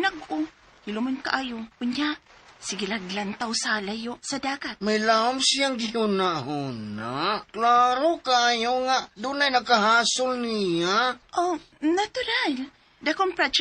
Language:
Cebuano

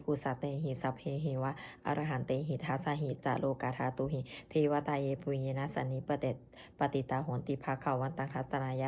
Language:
Pali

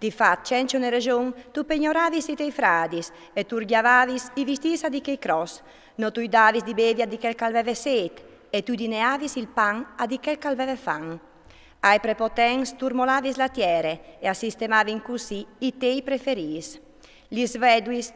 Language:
Friulian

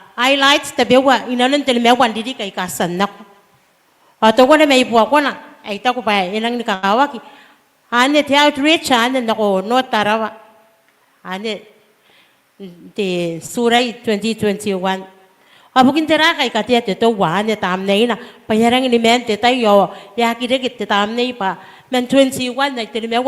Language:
Gilbertese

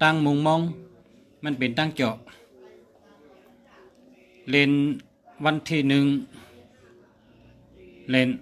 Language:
Shan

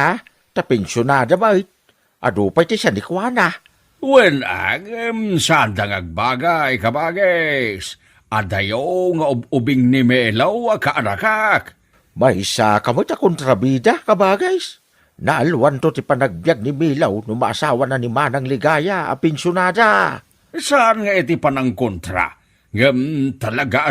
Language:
Iloko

